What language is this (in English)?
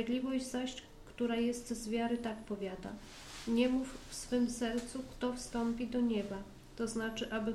Polish